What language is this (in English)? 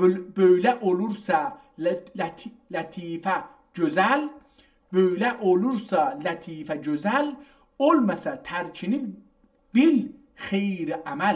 South Azerbaijani